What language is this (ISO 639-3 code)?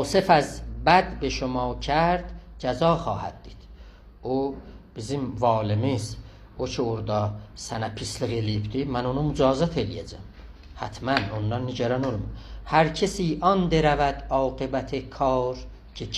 azb